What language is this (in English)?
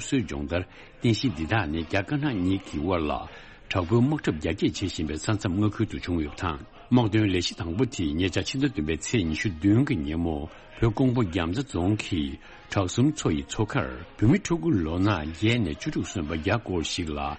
Tibetan